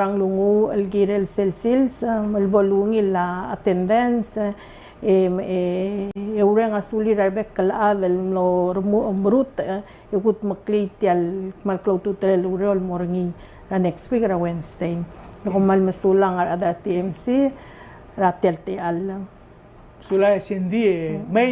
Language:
Palauan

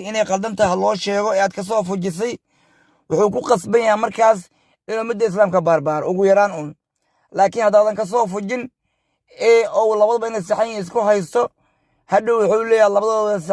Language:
Somali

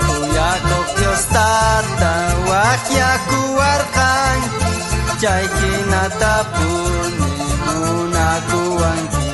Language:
South Bolivian Quechua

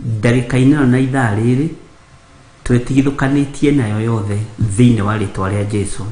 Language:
Kikuyu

